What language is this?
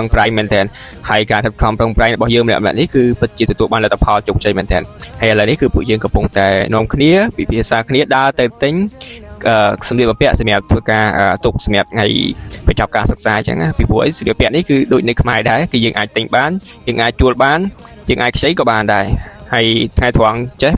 Khmer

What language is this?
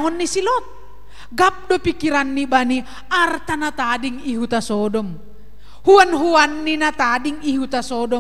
Batak Simalungun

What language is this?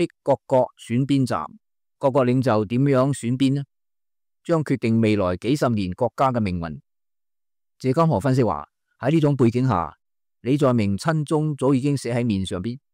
Cantonese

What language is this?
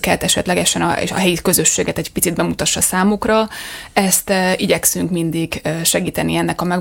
Hungarian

